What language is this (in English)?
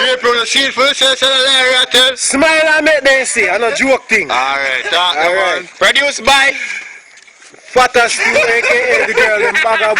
Jamaican Creole English